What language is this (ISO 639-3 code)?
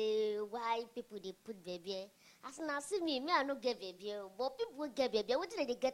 pcm